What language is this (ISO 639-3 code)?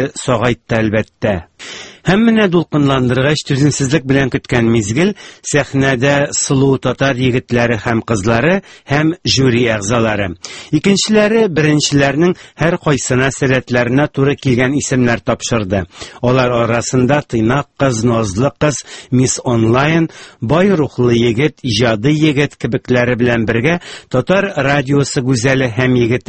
tat